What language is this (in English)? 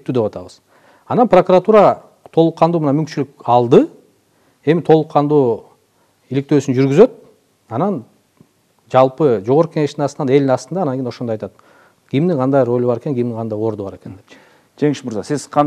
Kyrgyz